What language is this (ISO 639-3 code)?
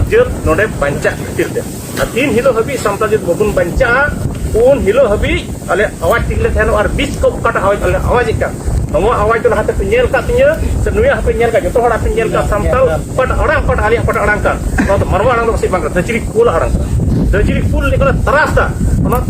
sat